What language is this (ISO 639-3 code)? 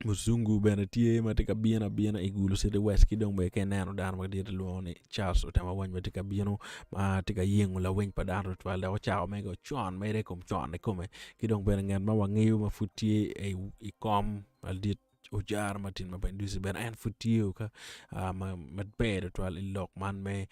ach